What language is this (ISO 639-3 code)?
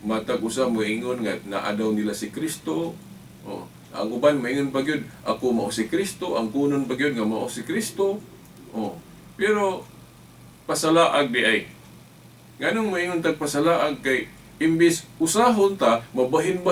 ceb